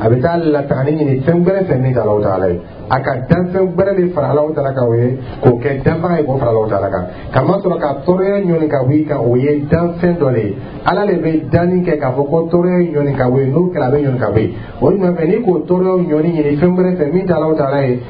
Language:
Dyula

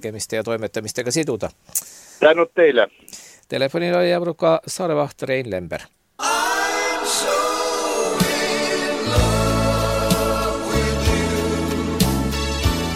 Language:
Estonian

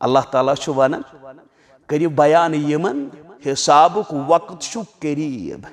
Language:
Kashmiri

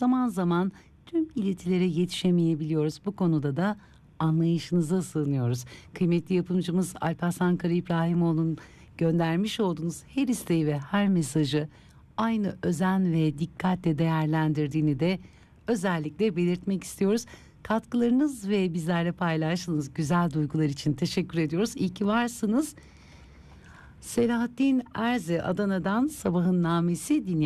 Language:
Turkish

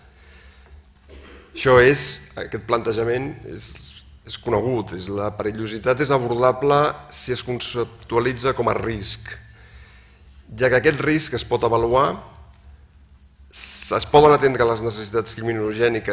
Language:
Catalan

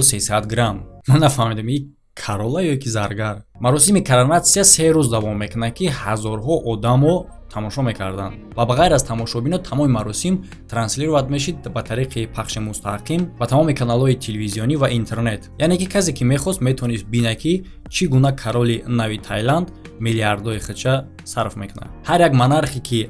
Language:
Tajik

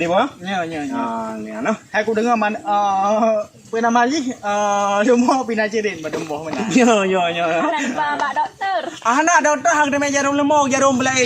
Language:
Achinese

